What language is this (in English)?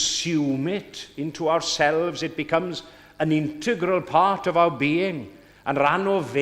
Welsh